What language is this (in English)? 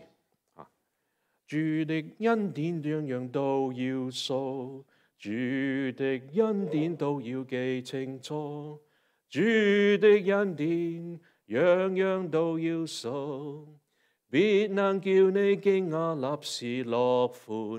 Cantonese